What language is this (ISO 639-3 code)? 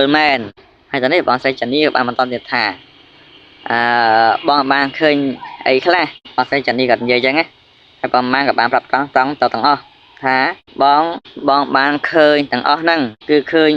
khm